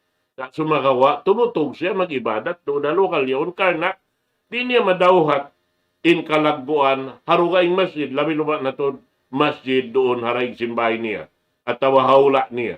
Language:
Tausug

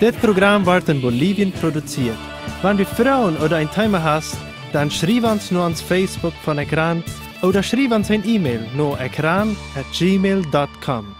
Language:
Plautdietsch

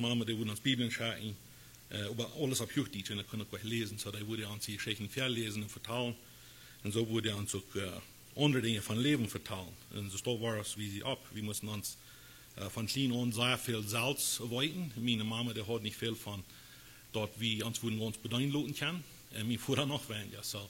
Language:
Plautdietsch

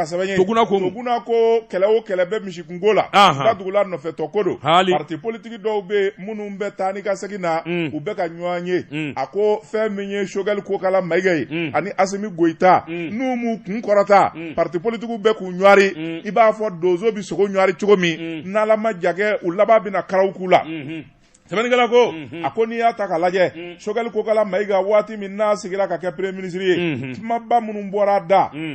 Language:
Bambara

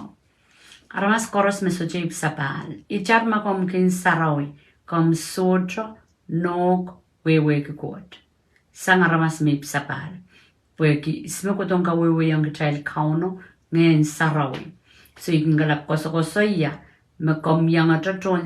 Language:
Pohnpeian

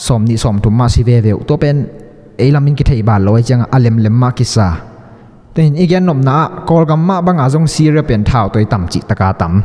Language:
Tedim Chin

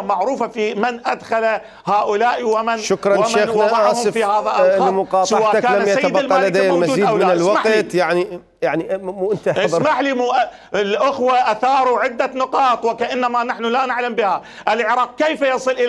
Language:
Mesopotamian Arabic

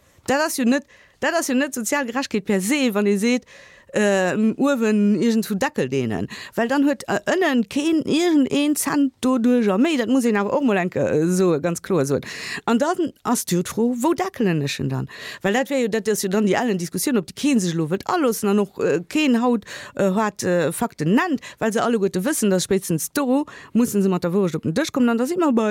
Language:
Luxembourgish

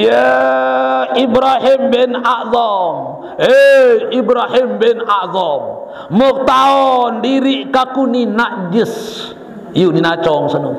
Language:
Sasak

